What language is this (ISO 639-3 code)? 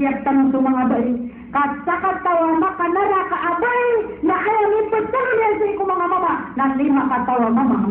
mrw